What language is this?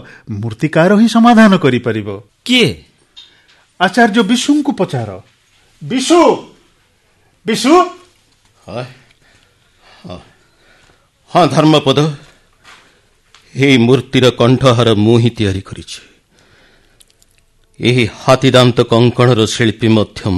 Odia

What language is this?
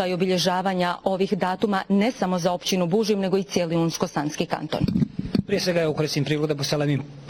Bosnian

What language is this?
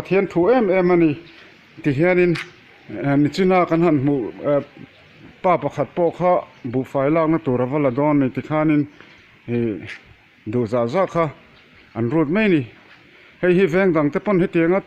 Mizo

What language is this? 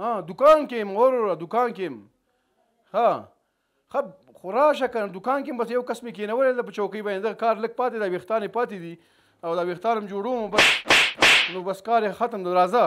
Pashto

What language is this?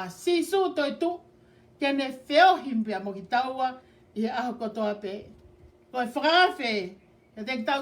Tongan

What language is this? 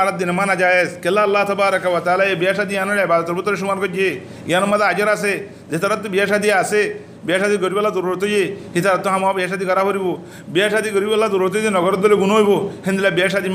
Rohingya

